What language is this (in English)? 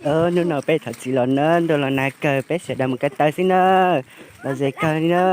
Hmong